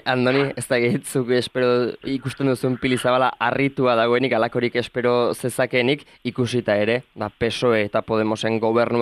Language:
Basque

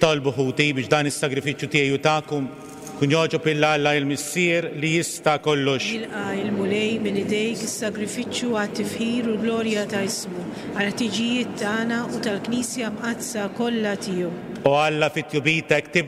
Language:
Maltese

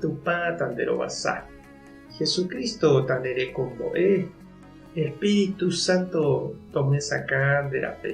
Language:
Guarani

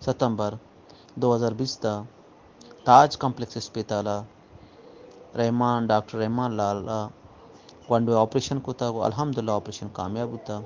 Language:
Baluchi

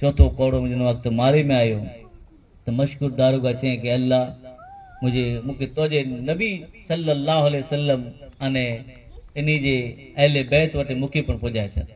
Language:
Kachhi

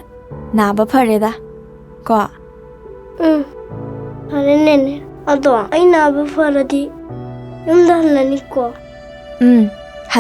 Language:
Manipuri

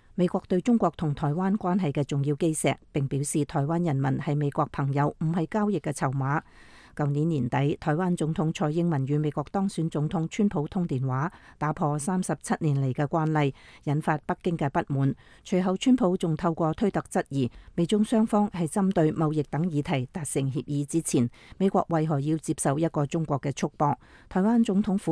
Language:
Cantonese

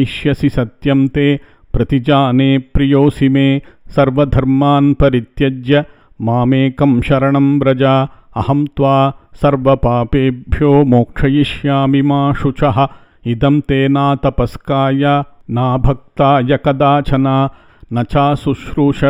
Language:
Sanskrit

